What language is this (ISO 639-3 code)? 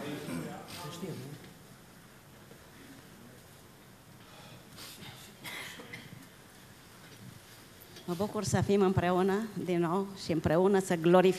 ron